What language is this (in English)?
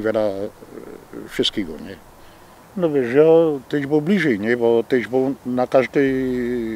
Silesian